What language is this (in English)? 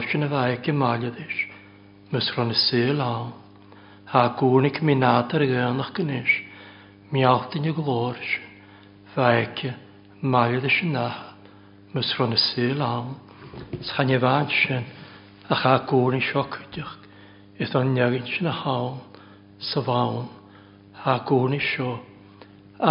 Welsh